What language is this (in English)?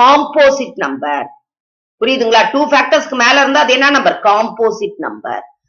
Tamil